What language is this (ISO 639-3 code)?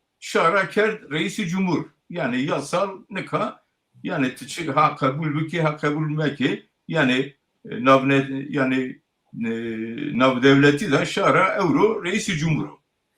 zza